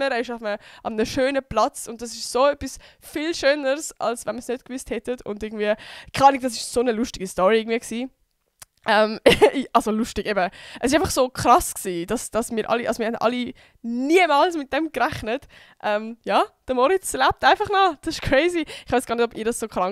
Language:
Swiss German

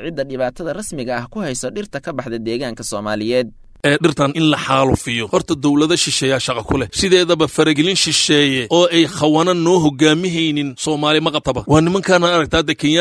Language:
Somali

